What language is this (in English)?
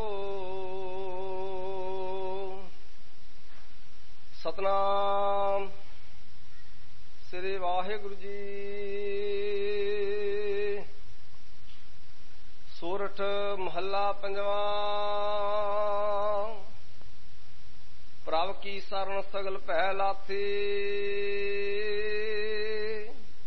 Punjabi